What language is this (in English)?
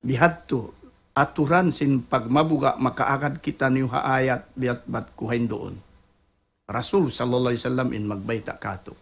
Tausug